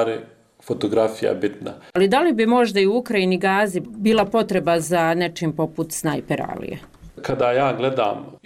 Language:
Bosnian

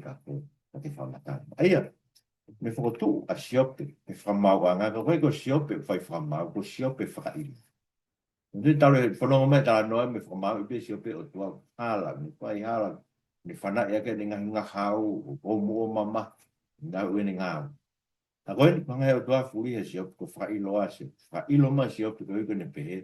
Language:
Tongan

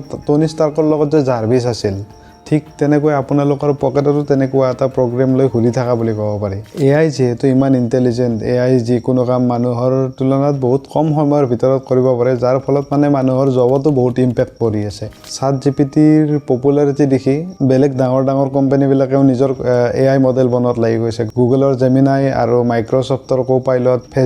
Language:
Assamese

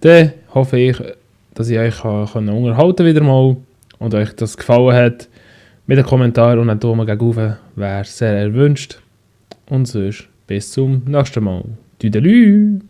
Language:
Swiss German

